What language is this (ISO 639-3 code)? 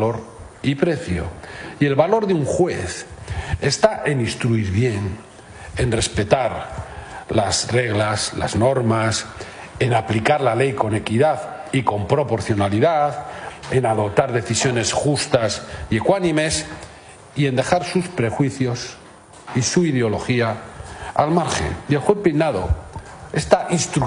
spa